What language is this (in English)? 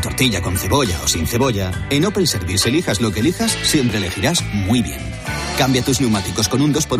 Spanish